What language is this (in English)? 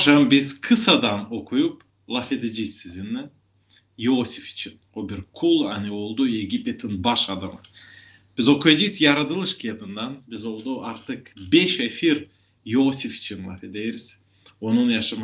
Gagauz